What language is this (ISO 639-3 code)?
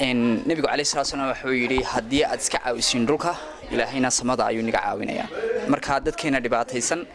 som